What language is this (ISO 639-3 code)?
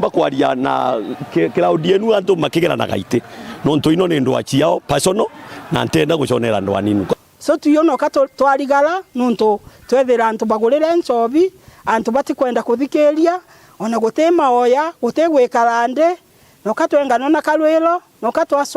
mer